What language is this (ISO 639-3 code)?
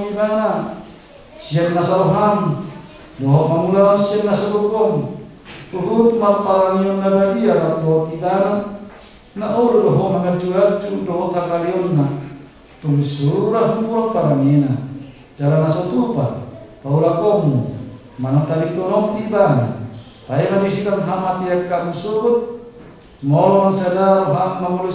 bbc